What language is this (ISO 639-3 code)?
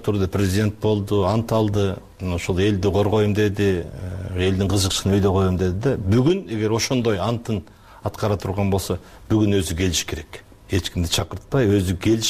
kir